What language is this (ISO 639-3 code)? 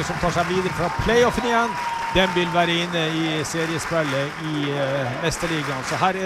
nor